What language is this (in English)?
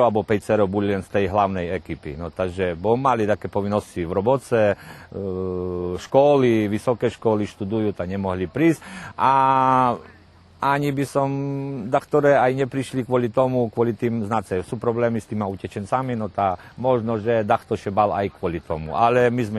Rusyn